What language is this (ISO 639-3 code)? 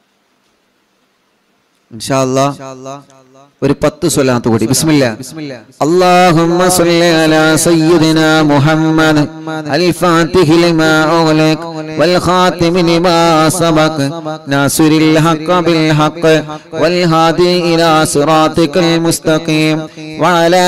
mal